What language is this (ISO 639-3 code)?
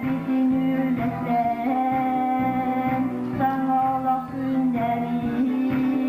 sah